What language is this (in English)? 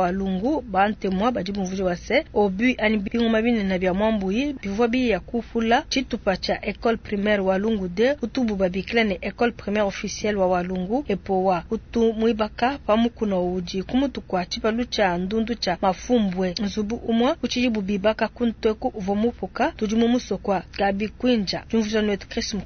Luba-Lulua